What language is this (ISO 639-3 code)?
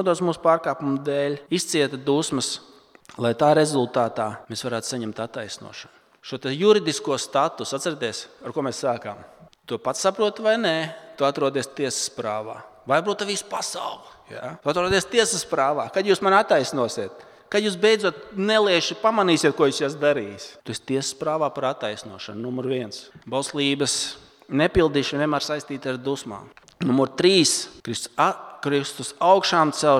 lav